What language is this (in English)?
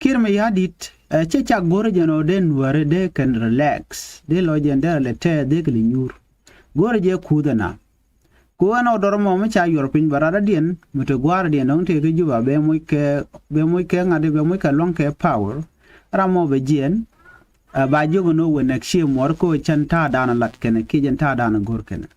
Nuer